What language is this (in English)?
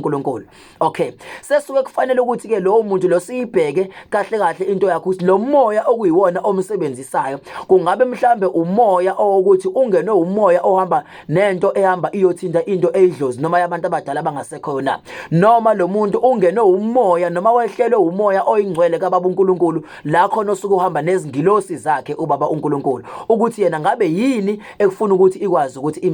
Zulu